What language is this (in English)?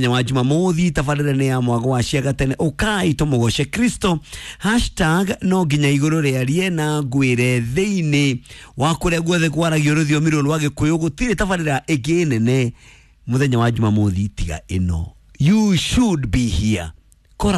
Kikuyu